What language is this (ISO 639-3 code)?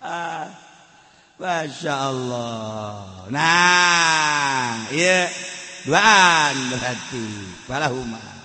sun